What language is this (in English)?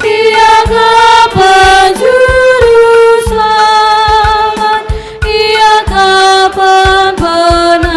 Batak Karo